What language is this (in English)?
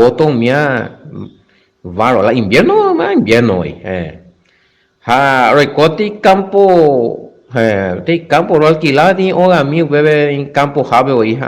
Guarani